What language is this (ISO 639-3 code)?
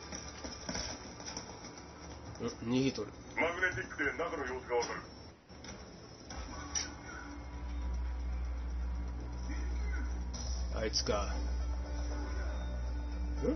jpn